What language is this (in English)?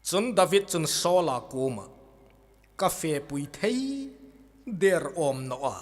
Hmar